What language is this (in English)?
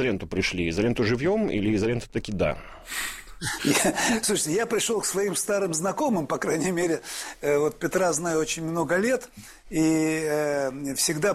Russian